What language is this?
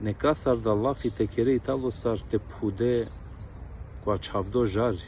Balkan Romani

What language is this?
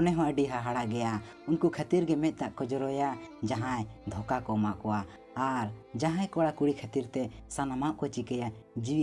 Santali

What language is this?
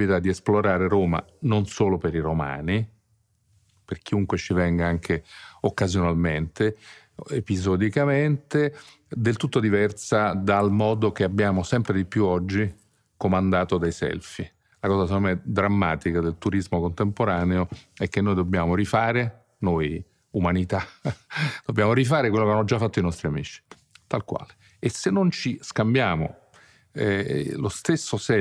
Italian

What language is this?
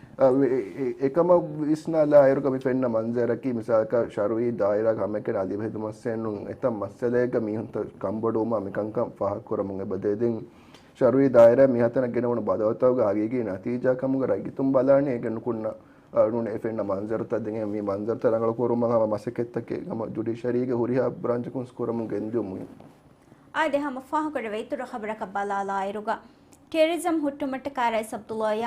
Divehi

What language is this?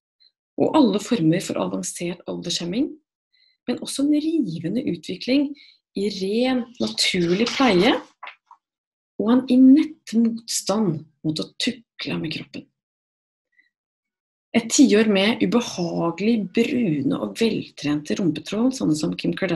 Norwegian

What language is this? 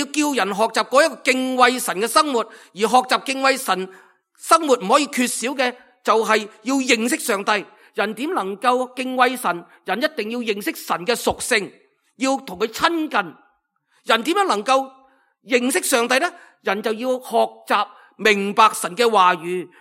Cantonese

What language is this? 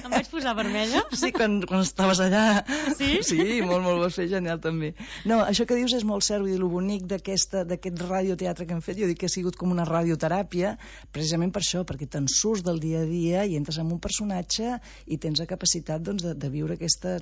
Catalan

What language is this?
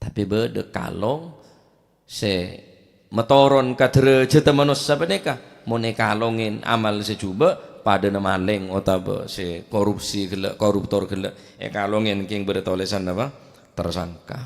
Madurese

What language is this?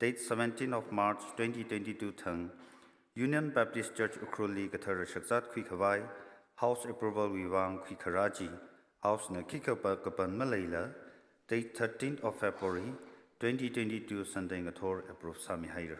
Tangkhul Naga (India)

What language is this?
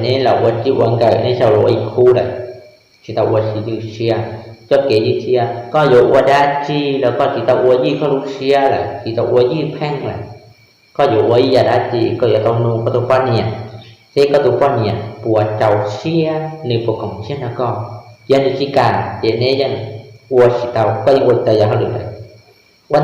Hmong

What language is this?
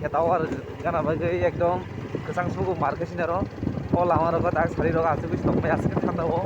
Kok Borok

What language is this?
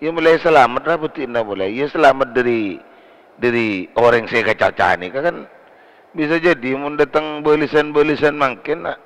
Madurese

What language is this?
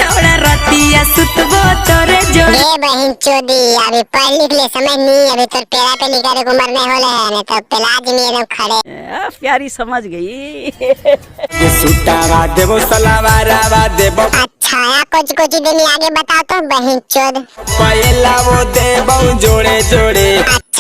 Magahi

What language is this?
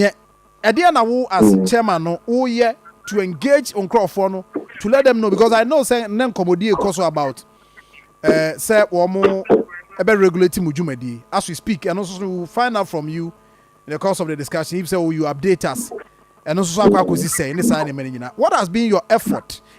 Akan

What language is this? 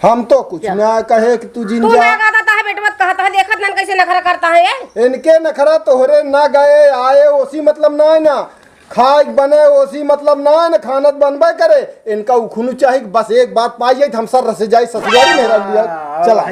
Awadhi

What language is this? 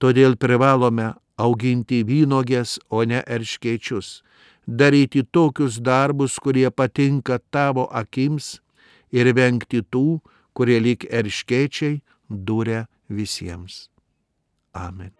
Lithuanian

